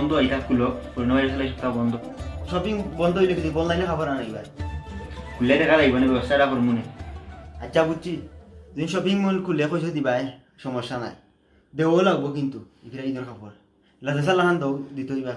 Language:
Sylheti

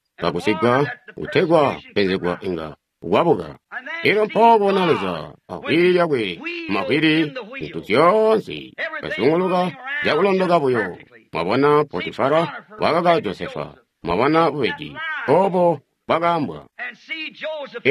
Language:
Tonga (Zambia)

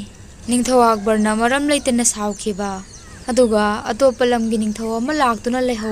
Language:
Manipuri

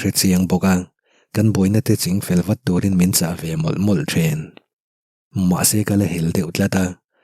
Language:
Mizo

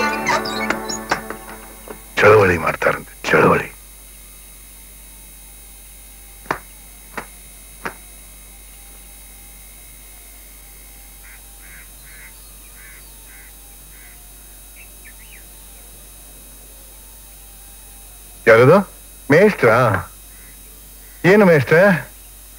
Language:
Kannada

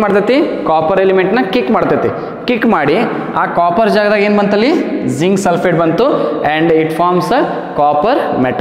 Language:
Kannada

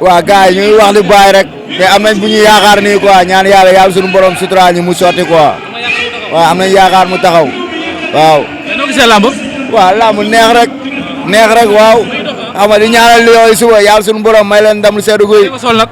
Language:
Wolof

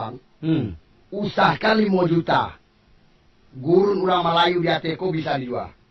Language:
Minangkabau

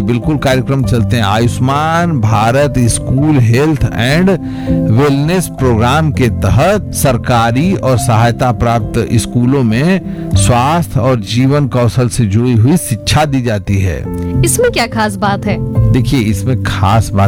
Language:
Hindi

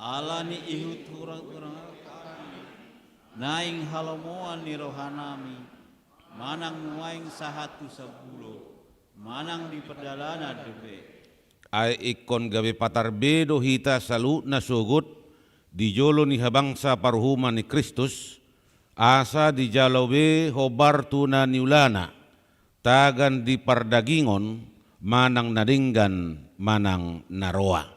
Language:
Batak Toba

